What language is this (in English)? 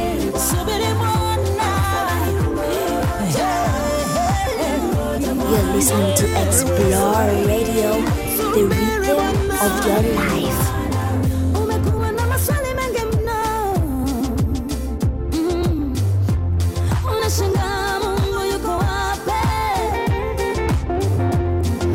Swahili